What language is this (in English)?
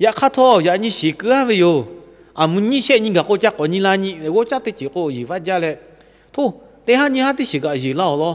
Lahu